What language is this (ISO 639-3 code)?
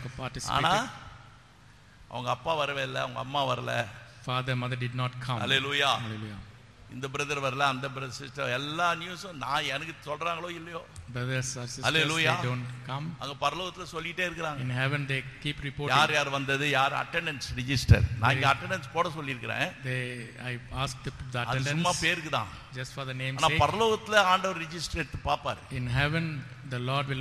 tam